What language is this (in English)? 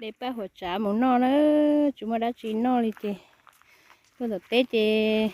Hmong